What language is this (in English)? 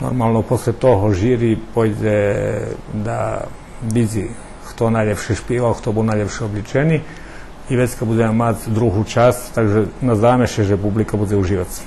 Rusyn